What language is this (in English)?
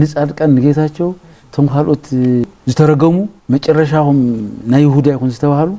Tigrinya